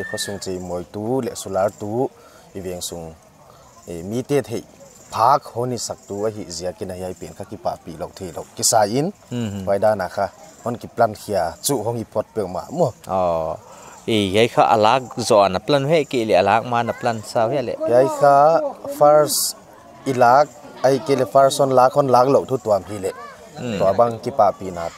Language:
Paite Chin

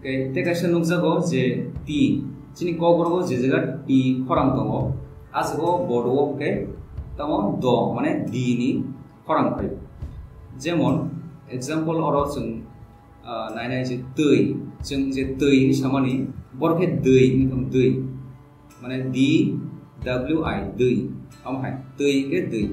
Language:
Kok Borok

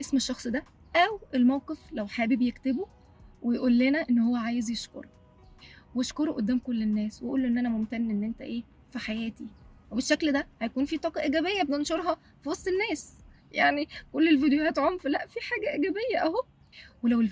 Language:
Egyptian Arabic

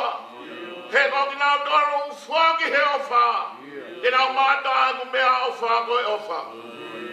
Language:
Tongan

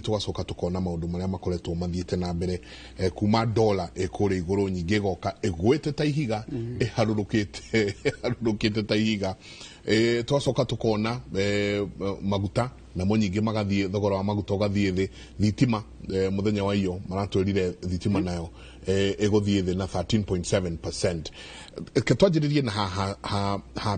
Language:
Kikuyu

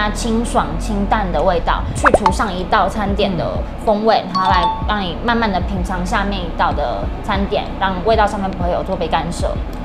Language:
Chinese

